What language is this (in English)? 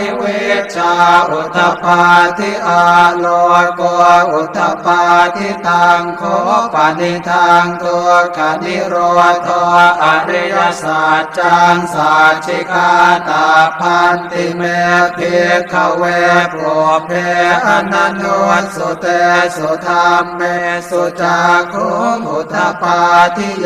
Pali